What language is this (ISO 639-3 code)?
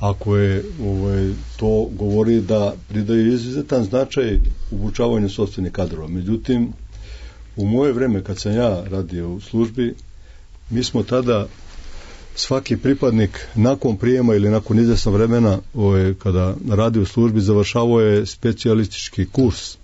srp